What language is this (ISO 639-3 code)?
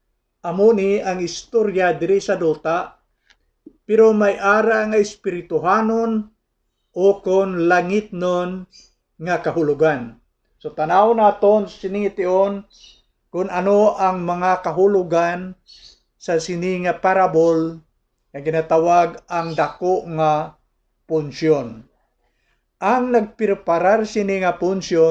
hil